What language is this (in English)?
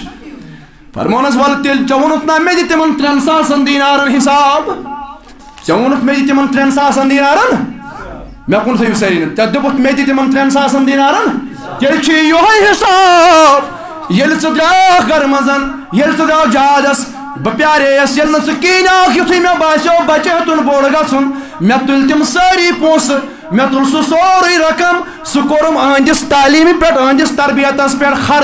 Kashmiri